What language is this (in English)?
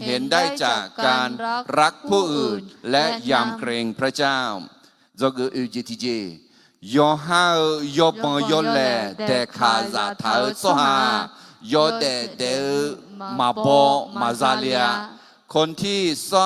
Akha